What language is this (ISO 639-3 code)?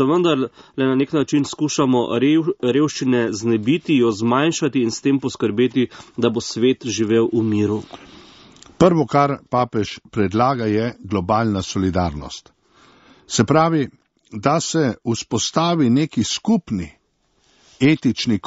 slv